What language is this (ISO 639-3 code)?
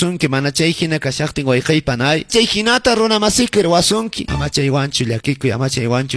que